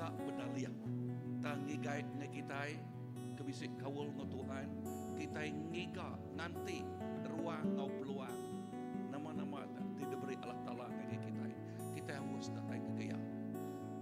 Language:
Iban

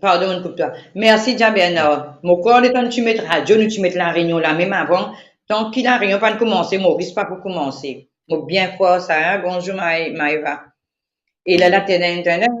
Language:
Morisyen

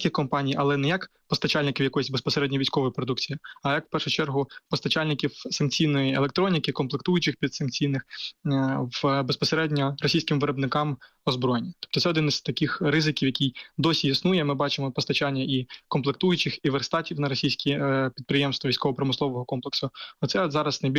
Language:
Ukrainian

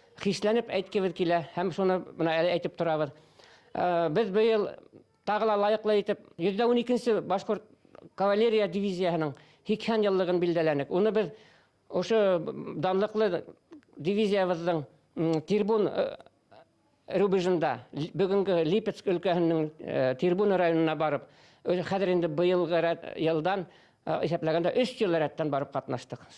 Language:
Bashkir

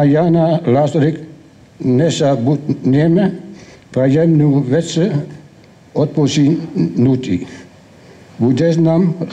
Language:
Slovak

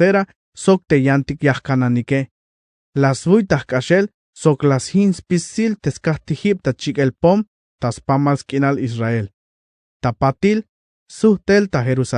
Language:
Tzeltal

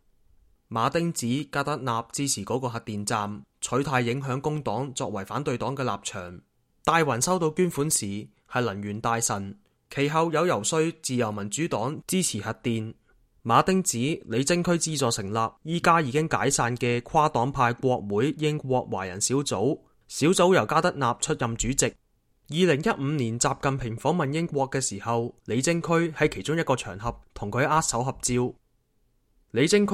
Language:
Cantonese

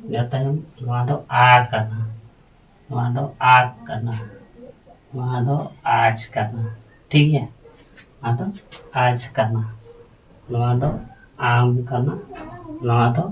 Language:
Santali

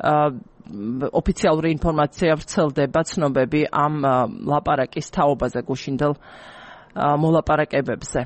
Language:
Georgian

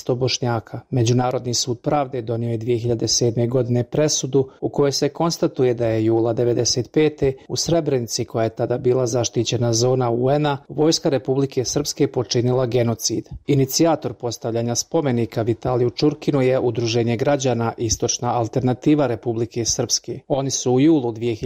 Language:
Bosnian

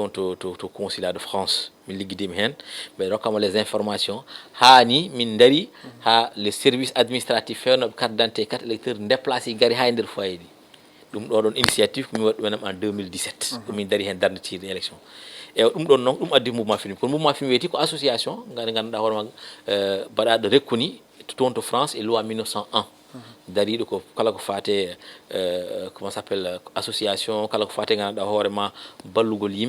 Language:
Fula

